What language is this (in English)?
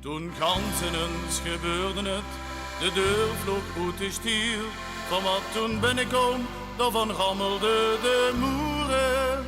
Limburgish